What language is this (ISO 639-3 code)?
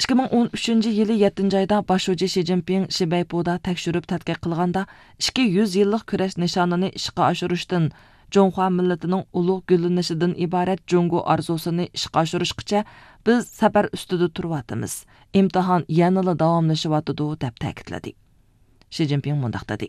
uig